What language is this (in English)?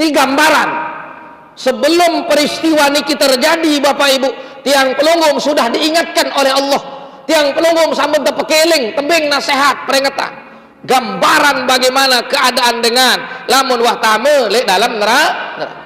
Sasak